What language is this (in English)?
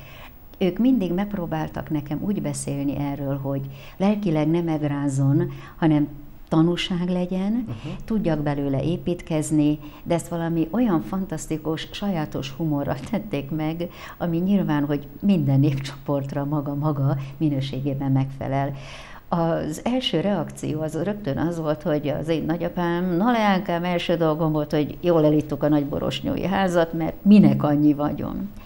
Hungarian